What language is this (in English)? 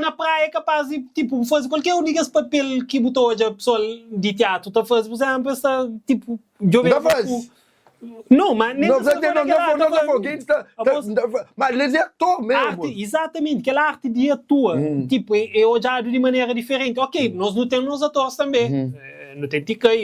Kabuverdianu